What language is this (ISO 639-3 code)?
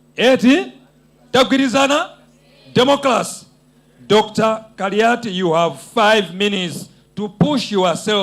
nya